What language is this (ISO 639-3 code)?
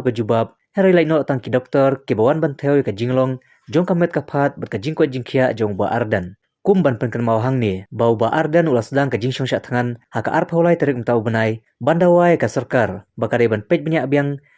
kha